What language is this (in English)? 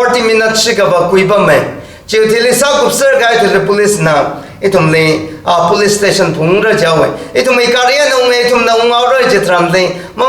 Tangkhul Naga (India)